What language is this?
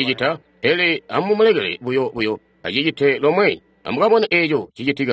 Tonga (Zambia)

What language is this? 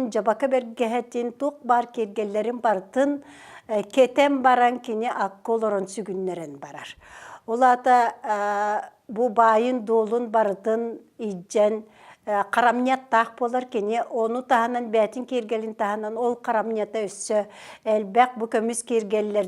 Yakut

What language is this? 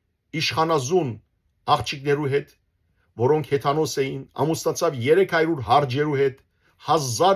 Western Armenian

